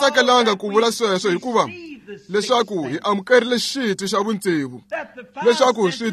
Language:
Tsonga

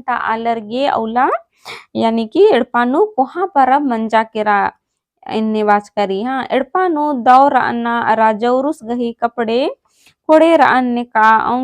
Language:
Kurukh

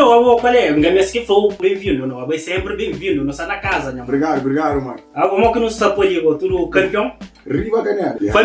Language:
Kabuverdianu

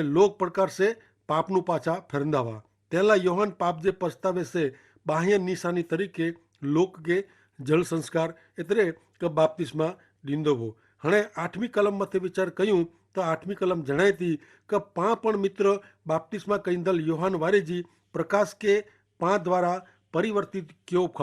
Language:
Kachhi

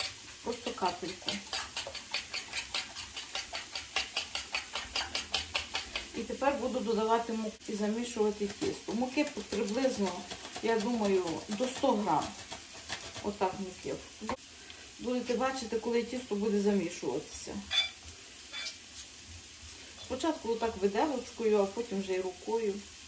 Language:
Ukrainian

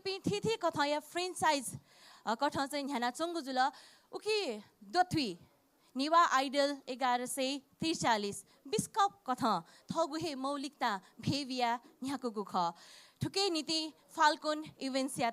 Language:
Newari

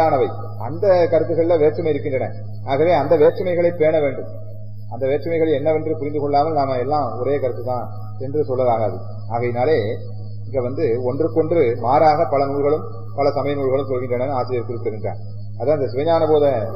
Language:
Tamil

